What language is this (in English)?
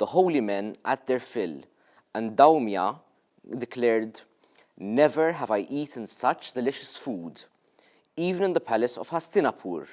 English